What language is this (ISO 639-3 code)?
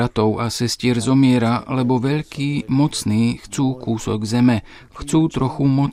slk